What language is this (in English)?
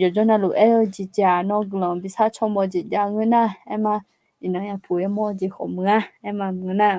Akha